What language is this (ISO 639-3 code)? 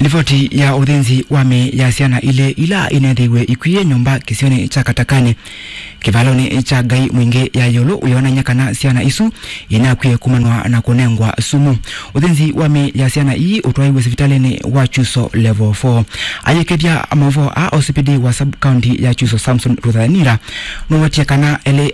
kam